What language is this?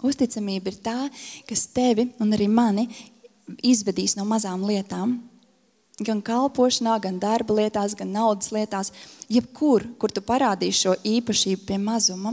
Latvian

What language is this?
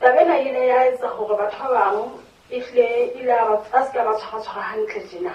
Southern Sotho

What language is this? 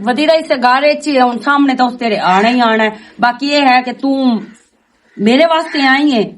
Western Panjabi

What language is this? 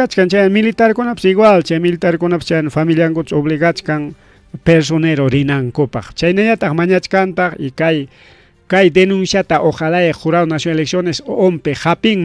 Ayacucho Quechua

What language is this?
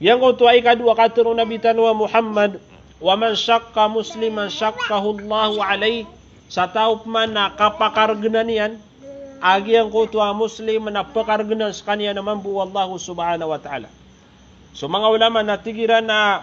Maranao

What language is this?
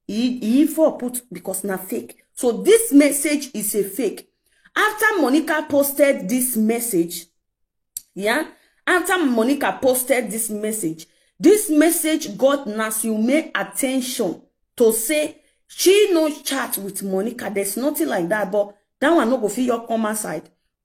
Nigerian Pidgin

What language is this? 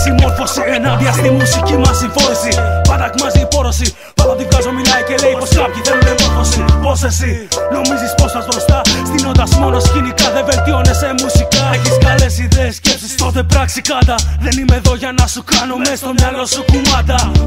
Greek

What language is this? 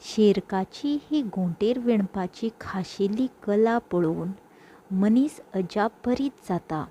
Konkani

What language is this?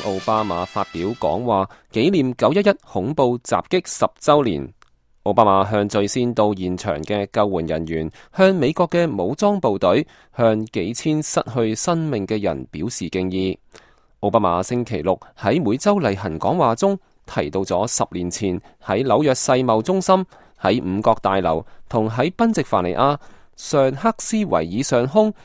Cantonese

